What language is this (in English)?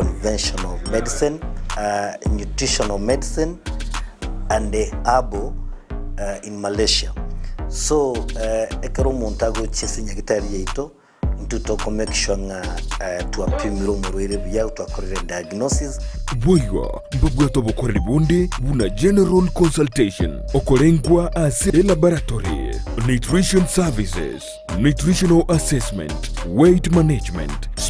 Gusii